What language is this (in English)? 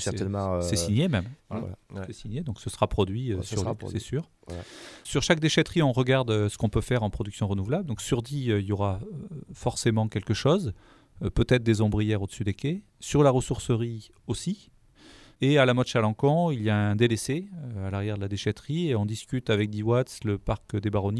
French